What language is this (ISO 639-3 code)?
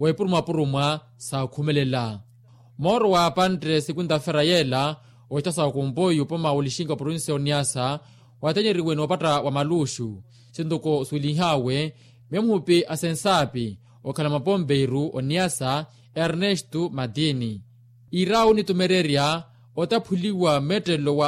vmw